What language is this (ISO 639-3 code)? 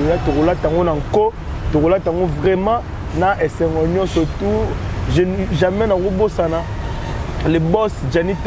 lin